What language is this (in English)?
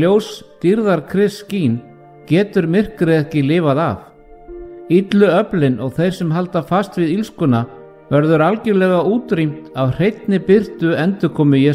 Icelandic